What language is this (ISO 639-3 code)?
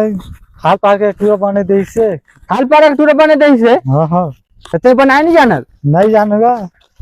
hne